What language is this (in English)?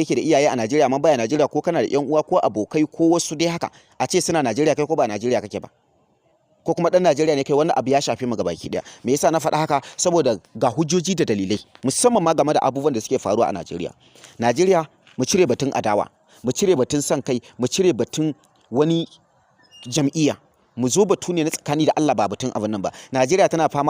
Hausa